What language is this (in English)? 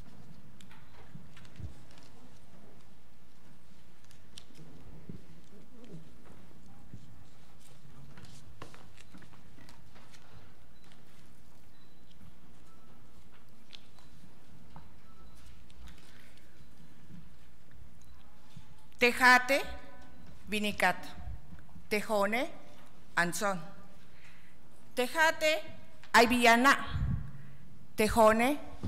Spanish